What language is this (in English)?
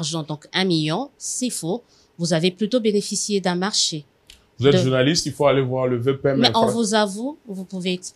French